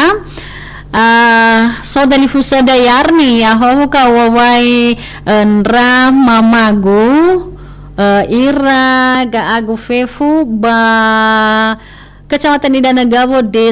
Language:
Nias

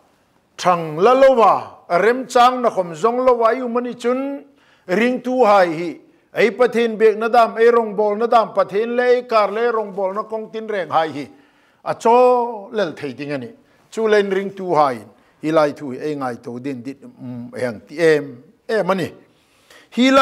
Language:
Hmar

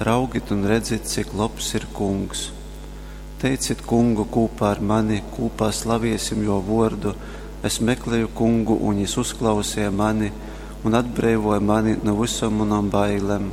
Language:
Latgalian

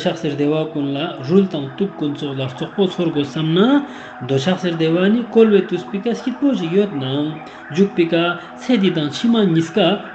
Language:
Ladakhi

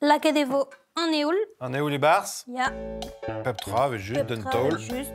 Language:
Breton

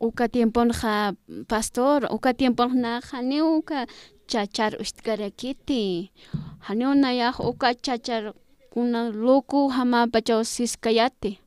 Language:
Aymara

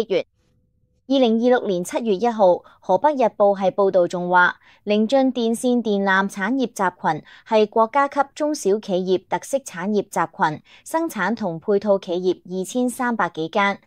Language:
Cantonese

